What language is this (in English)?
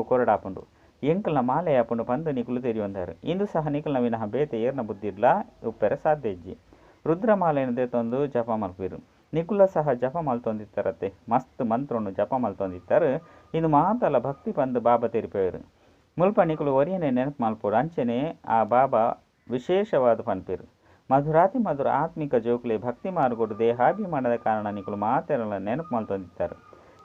Tulu